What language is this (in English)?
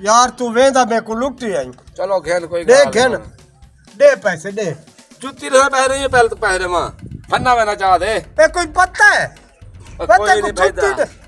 Saraiki